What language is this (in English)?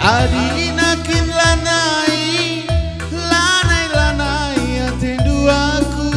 Batak Karo